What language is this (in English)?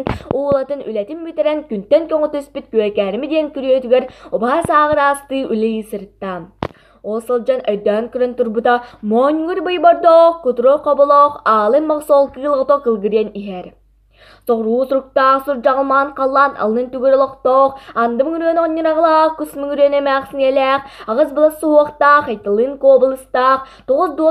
Yakut